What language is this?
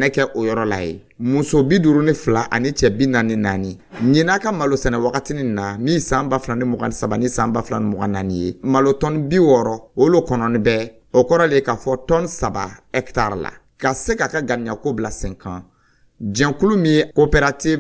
Dyula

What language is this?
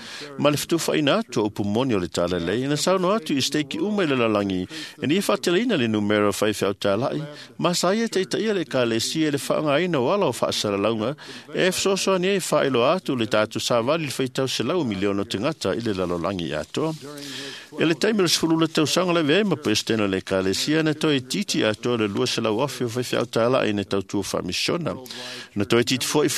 Samoan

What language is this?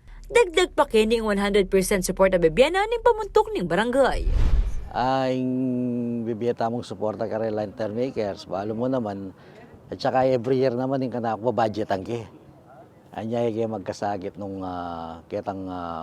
Pampanga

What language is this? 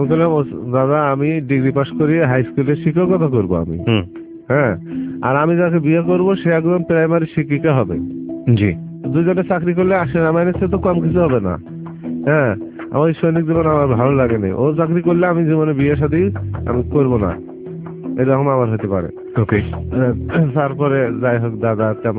Bangla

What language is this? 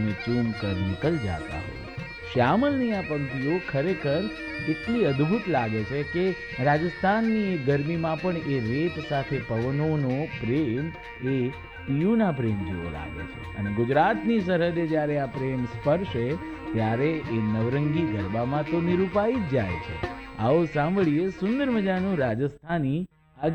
Gujarati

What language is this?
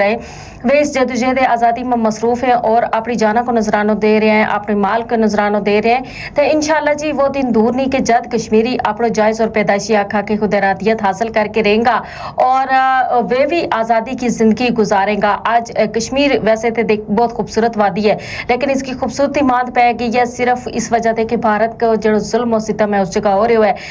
Gujari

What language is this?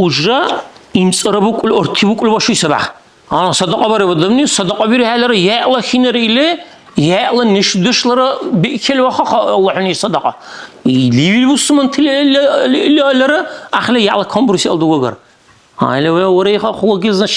Dargwa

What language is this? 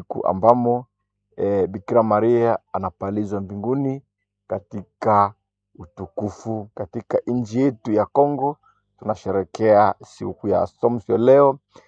Swahili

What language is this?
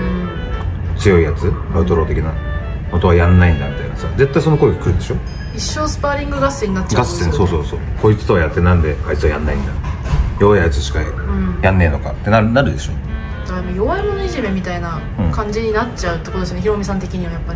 Japanese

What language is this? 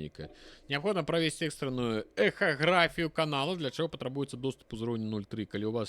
Belarusian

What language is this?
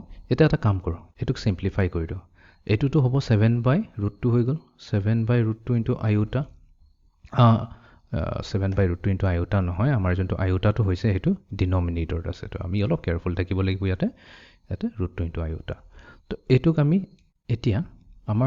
Assamese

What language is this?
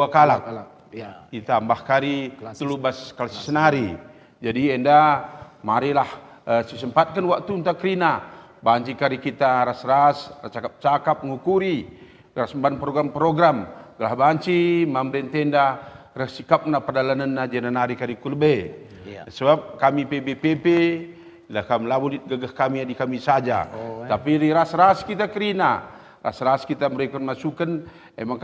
Batak Karo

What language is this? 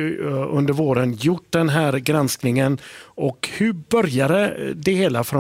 Swedish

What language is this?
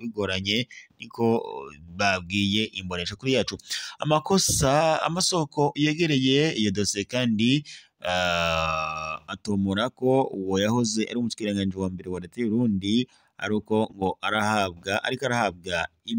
Rundi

